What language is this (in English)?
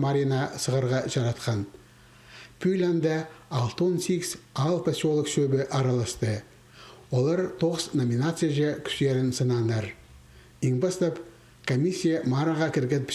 Khakas